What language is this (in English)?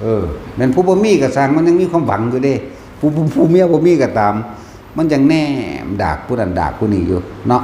Northeastern Thai